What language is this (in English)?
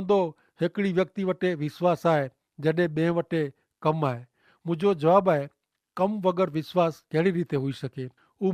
Kachhi